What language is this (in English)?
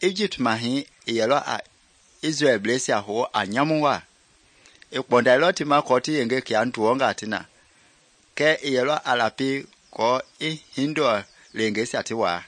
Mende